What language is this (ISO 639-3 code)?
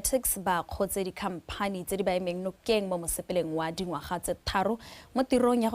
tsn